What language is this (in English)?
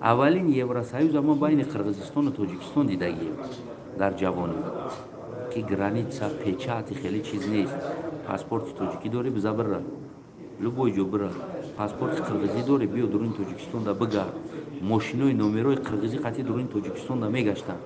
Tajik